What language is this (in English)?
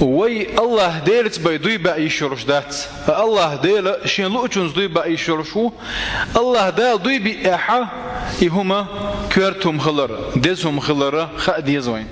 Chechen